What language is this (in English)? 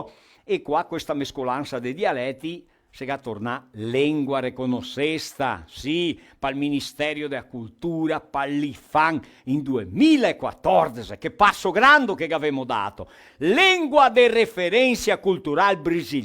Venetian